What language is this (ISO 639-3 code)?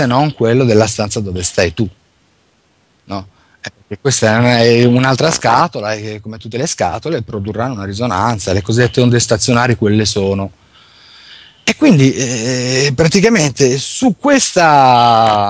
ita